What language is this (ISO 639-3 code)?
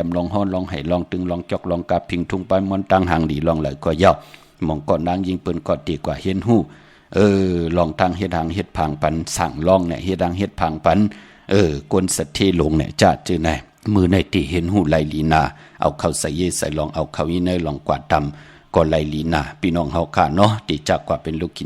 shn